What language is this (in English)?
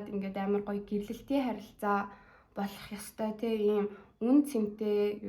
Mongolian